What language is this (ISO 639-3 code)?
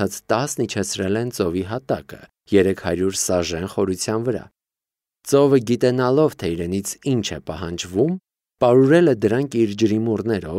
hye